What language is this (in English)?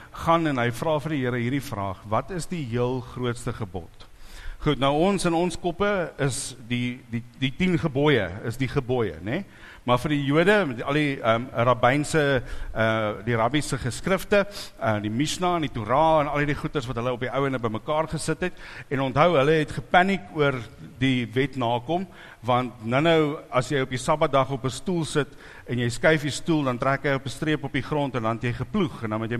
Afrikaans